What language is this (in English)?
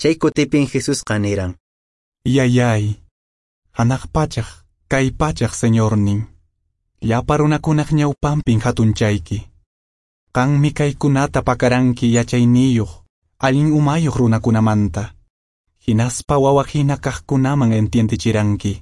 Quechua